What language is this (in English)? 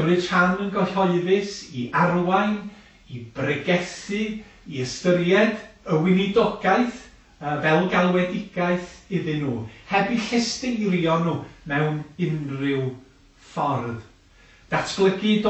Welsh